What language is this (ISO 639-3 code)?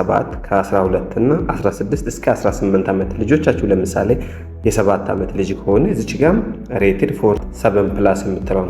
amh